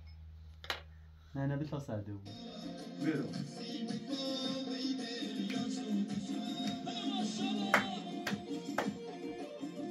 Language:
Persian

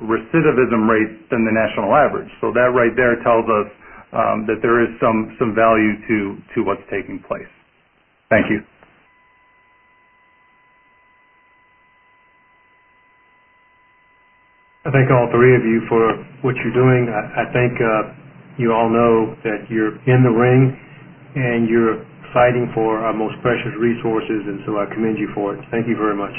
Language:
English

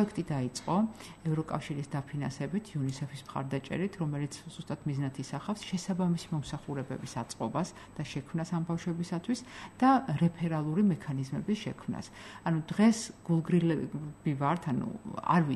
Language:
Georgian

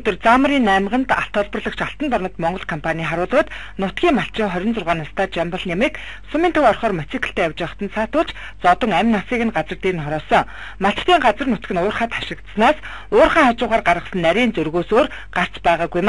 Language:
Mongolian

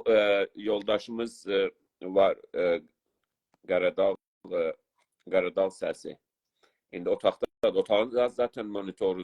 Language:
South Azerbaijani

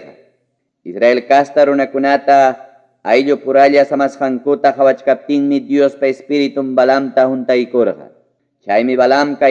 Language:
Ayacucho Quechua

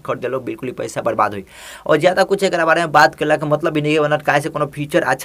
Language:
Bhojpuri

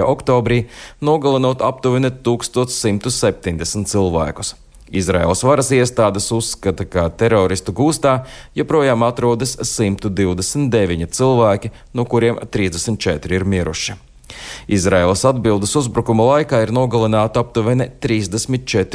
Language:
Latvian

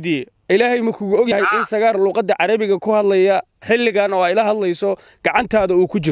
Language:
Somali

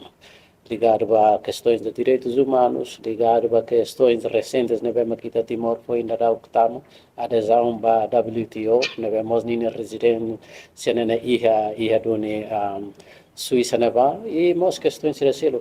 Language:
Tetum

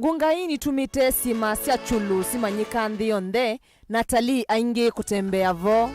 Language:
Kamba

